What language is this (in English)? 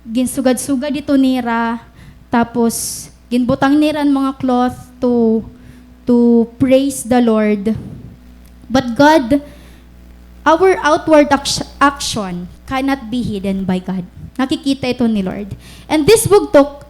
Waray